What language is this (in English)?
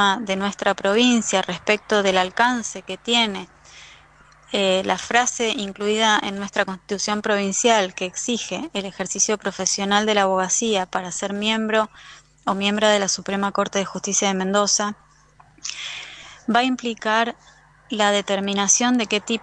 Spanish